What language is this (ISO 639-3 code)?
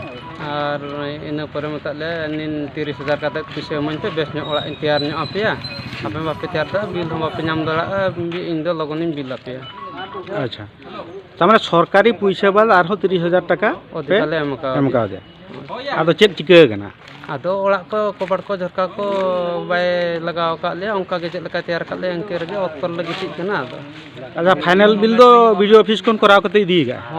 sat